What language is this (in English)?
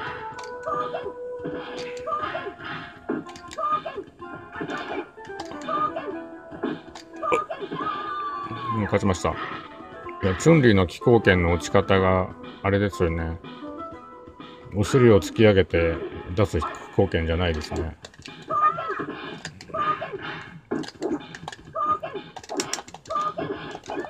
Japanese